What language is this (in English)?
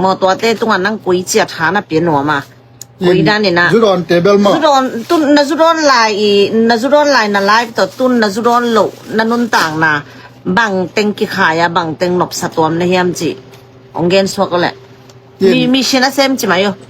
Tedim Chin